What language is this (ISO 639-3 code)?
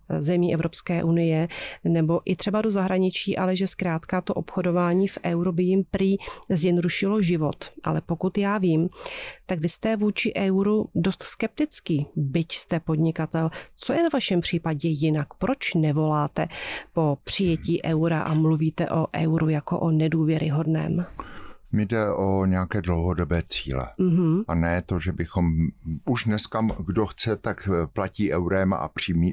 ces